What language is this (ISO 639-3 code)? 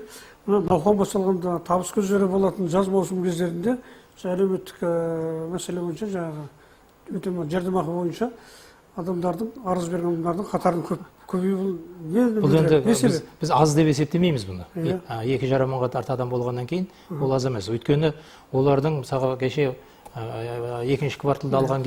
kaz